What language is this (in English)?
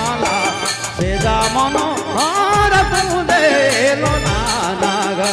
Sadri